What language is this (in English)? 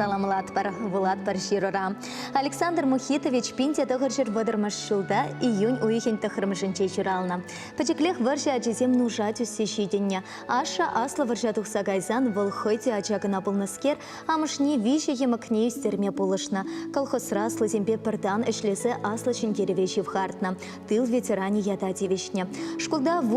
Chuvash